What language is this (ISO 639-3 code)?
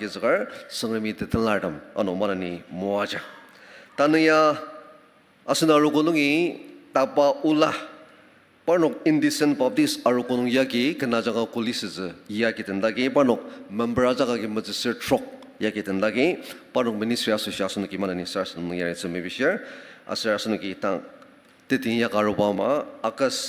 njo